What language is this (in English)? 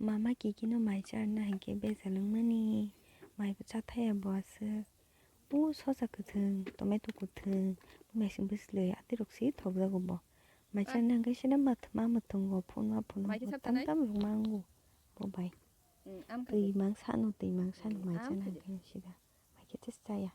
Kok Borok